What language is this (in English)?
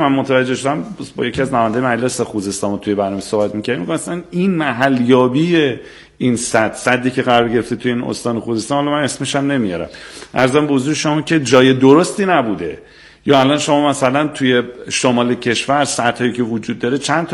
Persian